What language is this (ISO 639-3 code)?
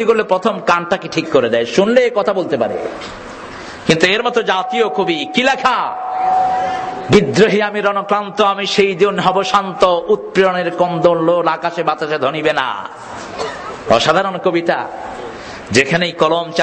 ben